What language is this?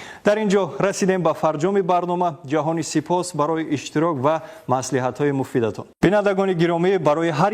Tajik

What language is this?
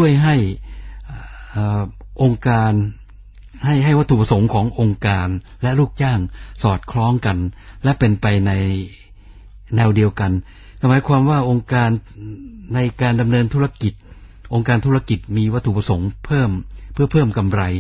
Thai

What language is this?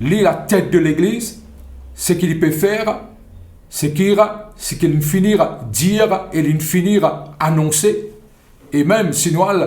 Morisyen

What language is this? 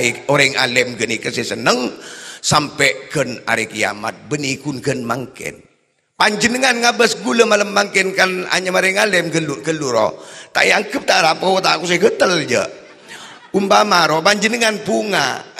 Madurese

